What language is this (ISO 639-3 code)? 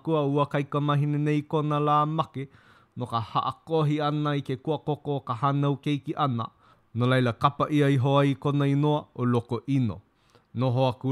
haw